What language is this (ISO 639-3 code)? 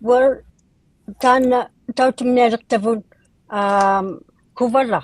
iku